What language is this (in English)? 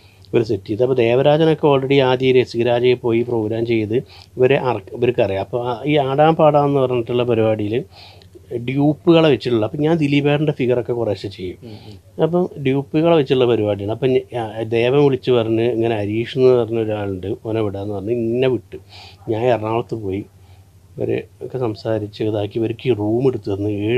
Malayalam